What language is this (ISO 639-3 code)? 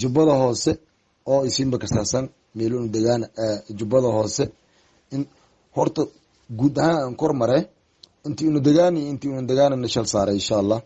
som